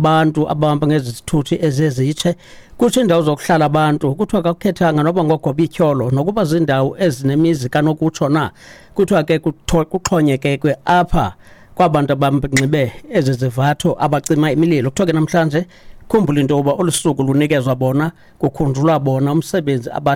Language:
Xhosa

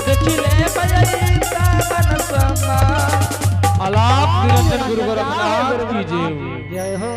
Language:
Angika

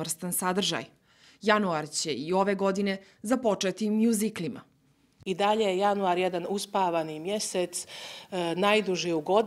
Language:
Bosnian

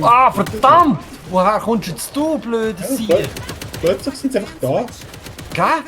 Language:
Swiss German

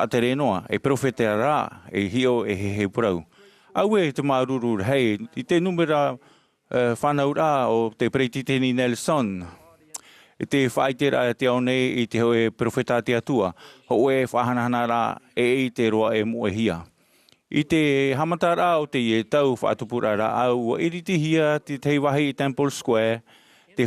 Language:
Tahitian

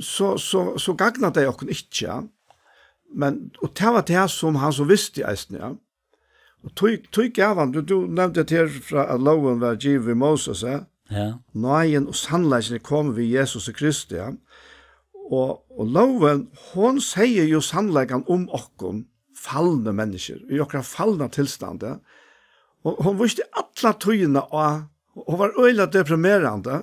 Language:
Faroese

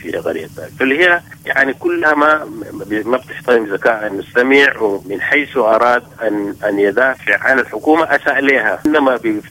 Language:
Sudanese Arabic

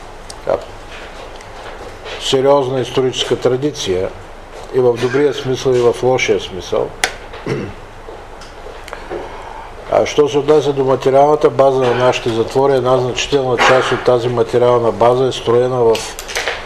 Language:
Bulgarian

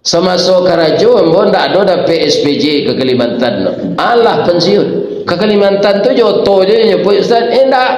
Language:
Minangkabau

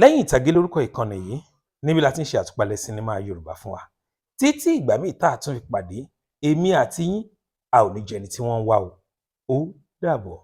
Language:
Yoruba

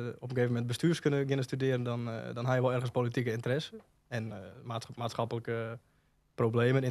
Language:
Western Frisian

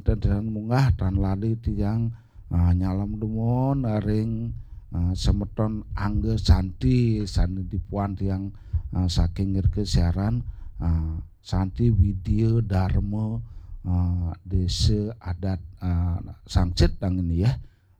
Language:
Balinese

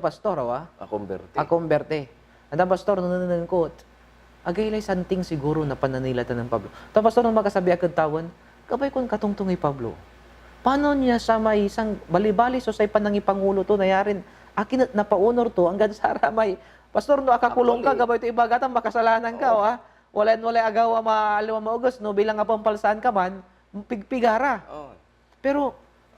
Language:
Pangasinan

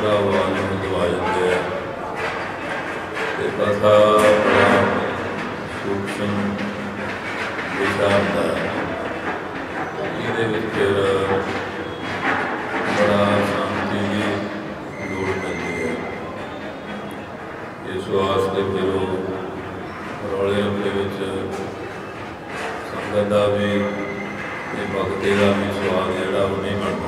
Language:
Punjabi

